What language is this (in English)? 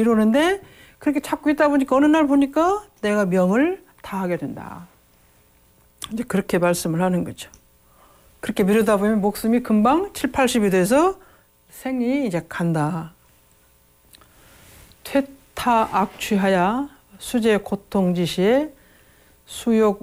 Korean